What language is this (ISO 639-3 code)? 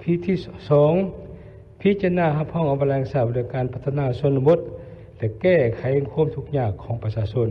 lao